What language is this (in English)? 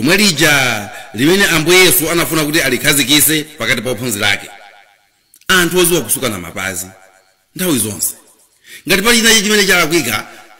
Nyanja